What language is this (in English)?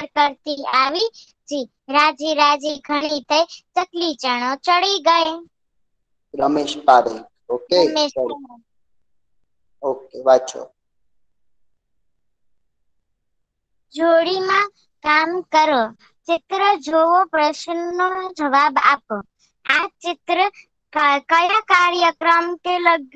Gujarati